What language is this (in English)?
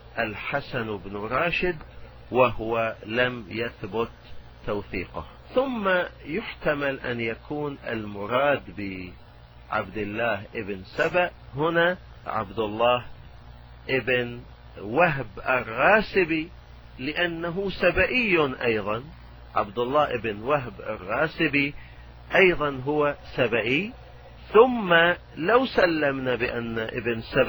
Arabic